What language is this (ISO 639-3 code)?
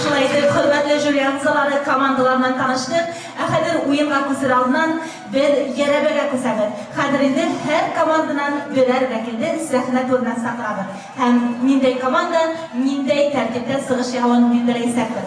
bak